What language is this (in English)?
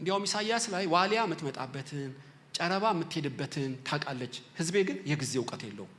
Amharic